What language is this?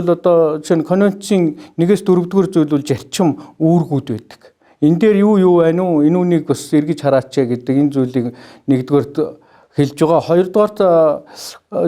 Mongolian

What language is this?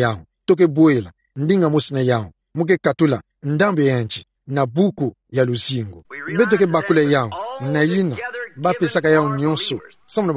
Kituba (Democratic Republic of Congo)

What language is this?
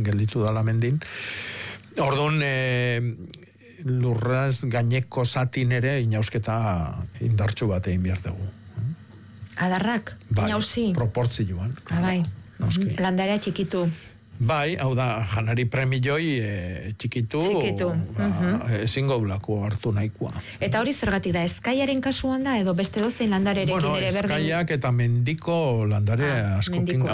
Basque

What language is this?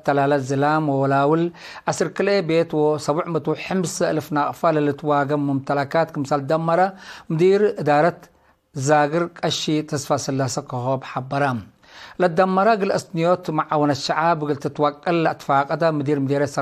Tigre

